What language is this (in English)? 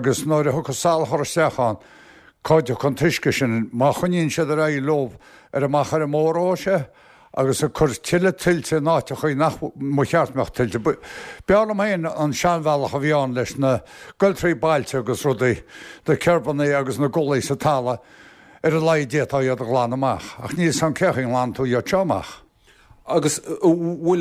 Irish